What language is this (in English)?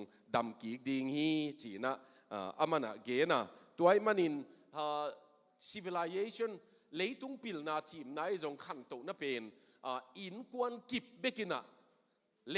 Tedim Chin